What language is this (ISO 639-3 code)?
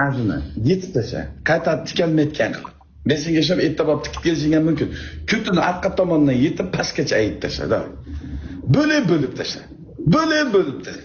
uzb